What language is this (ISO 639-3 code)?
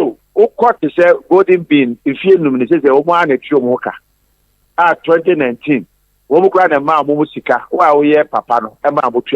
aka